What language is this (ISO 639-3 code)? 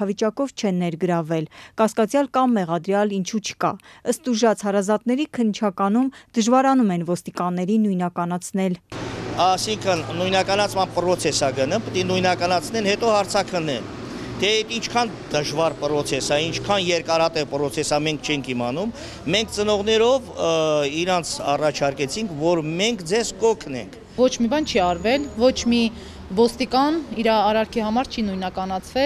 hye